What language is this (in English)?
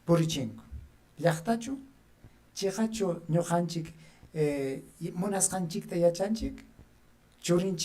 Ayacucho Quechua